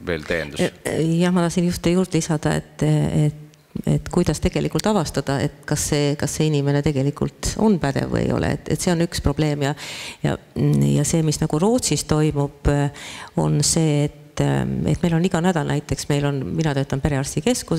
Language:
Estonian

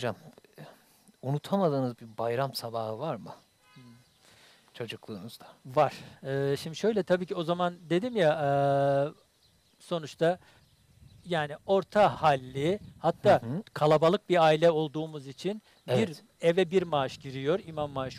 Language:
Turkish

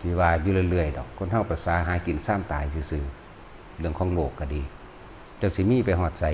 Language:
Lao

